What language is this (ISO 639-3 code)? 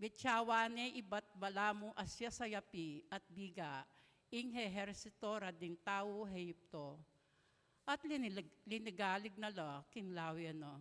pam